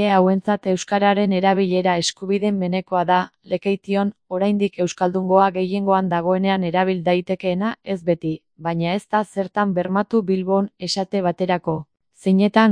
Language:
Basque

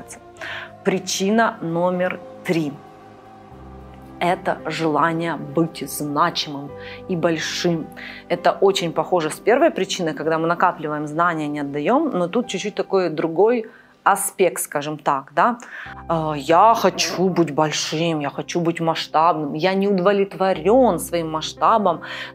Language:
Russian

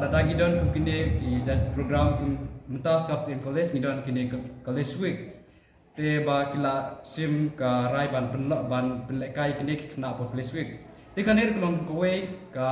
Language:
Khasi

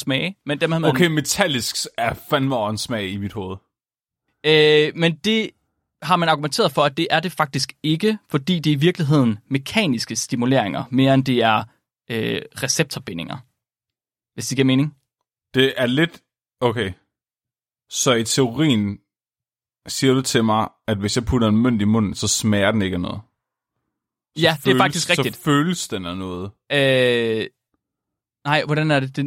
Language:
Danish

